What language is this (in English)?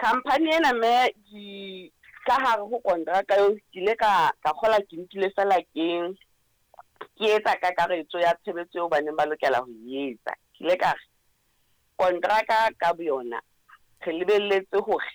Southern Sotho